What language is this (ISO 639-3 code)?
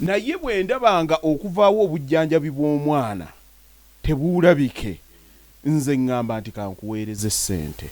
lug